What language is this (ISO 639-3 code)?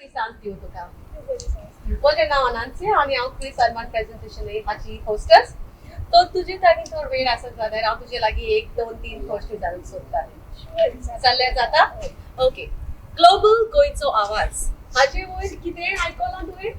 kok